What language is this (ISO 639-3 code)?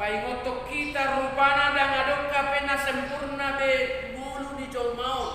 bbc